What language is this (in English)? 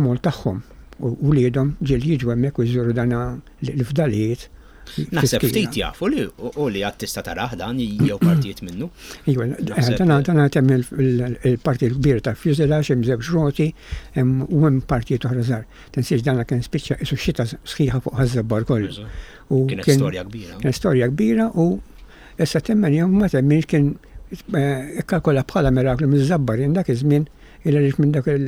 Maltese